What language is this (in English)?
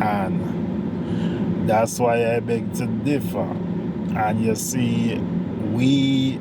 Jamaican Creole English